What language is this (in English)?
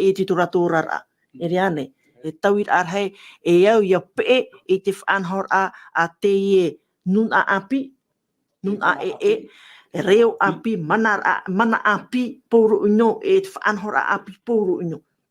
Tahitian